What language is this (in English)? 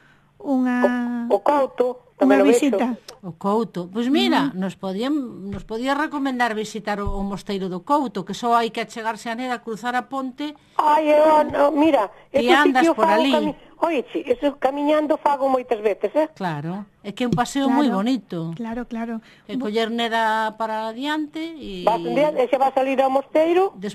Galician